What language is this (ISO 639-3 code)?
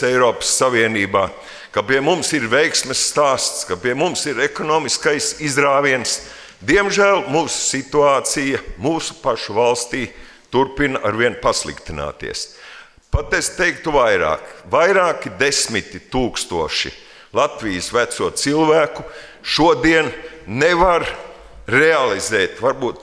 lav